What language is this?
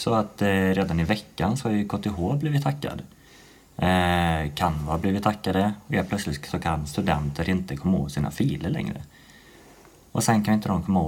Swedish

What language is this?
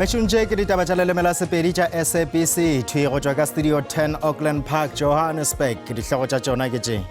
Northern Sotho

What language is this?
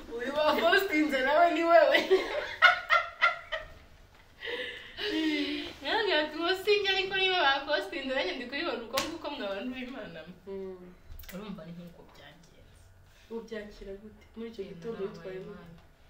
Kinyarwanda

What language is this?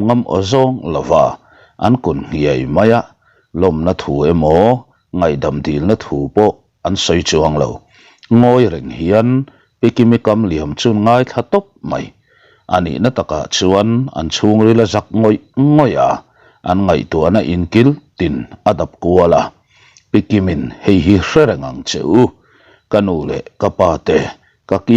Mizo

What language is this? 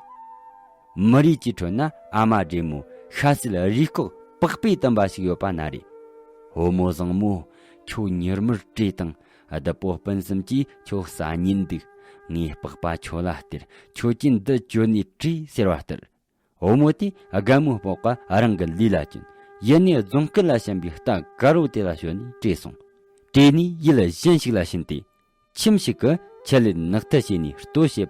Tibetan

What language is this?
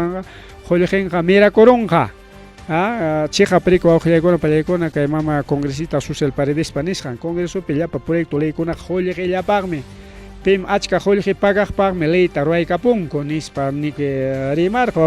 Ayacucho Quechua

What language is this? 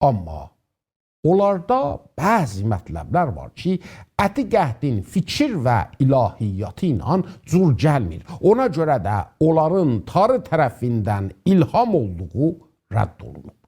South Azerbaijani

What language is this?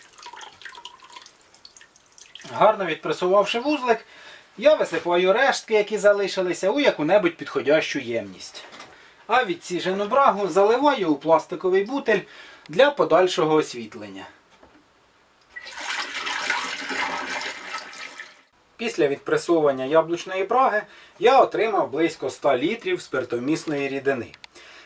Ukrainian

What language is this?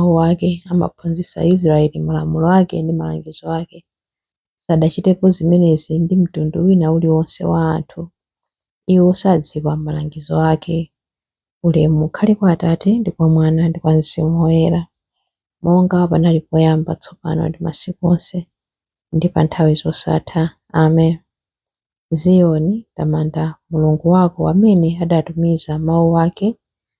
Nyanja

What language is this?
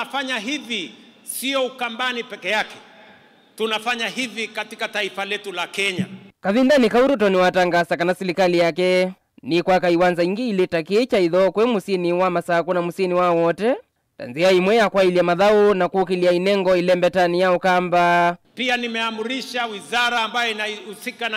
Kamba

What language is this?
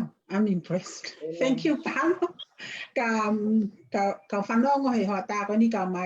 Tongan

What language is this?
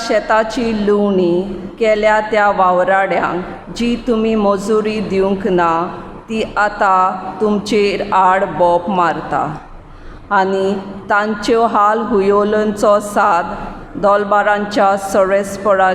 Konkani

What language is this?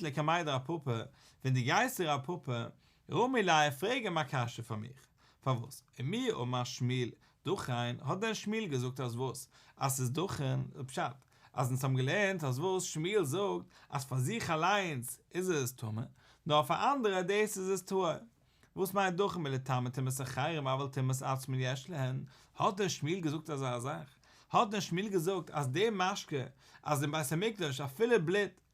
Yiddish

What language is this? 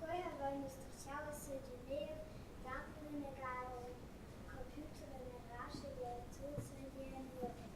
Romansh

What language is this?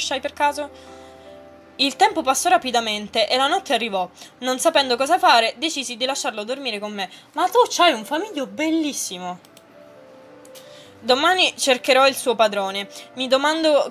Italian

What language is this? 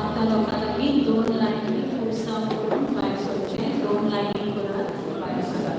Konkani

